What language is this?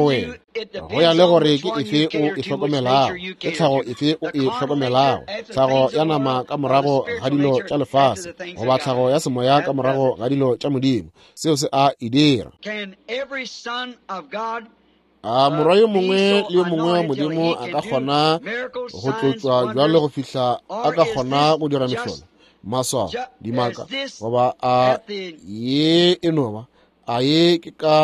Northern Sotho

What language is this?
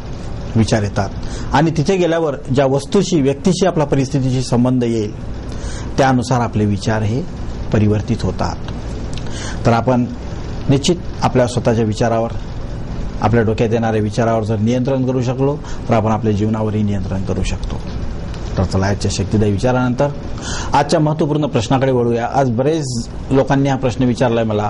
Marathi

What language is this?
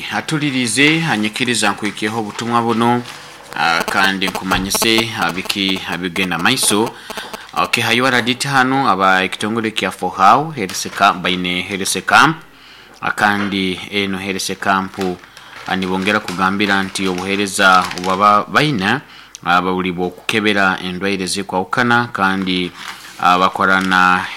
Nyoro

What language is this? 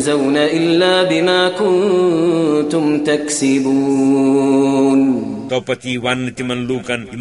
Kashmiri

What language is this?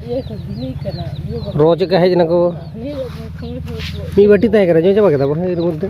Santali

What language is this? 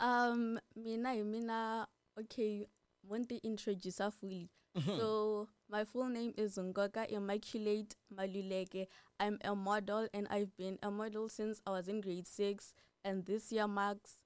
Tsonga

